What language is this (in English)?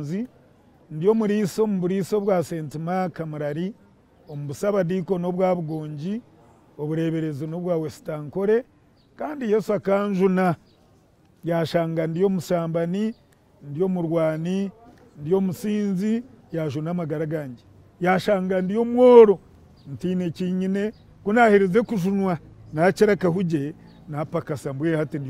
Nyankole